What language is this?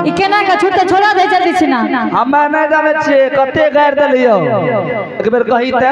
Angika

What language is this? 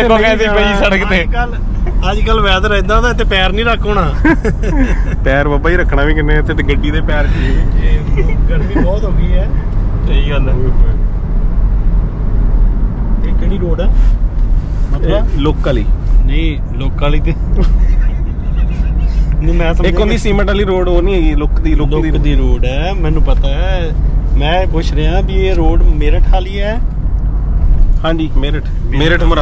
Punjabi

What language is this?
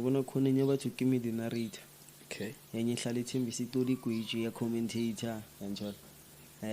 Zulu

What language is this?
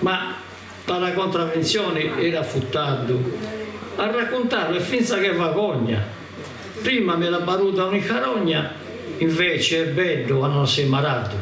Sardinian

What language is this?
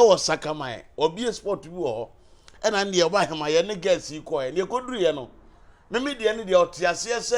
Akan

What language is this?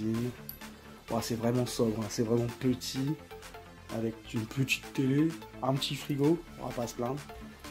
French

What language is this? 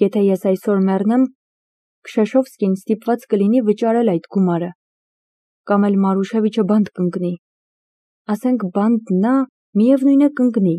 Armenian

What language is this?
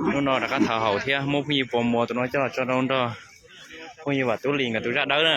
Hmong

